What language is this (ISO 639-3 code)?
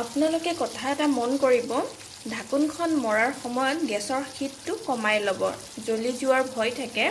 asm